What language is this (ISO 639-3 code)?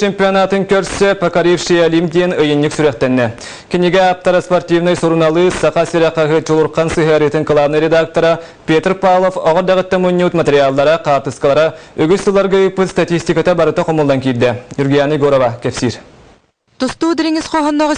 sah